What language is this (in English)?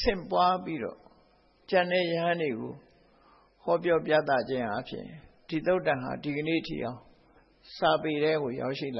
Burmese